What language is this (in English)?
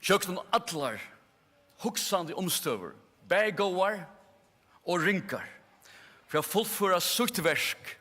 Faroese